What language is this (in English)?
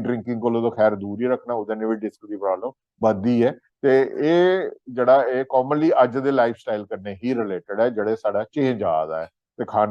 Dogri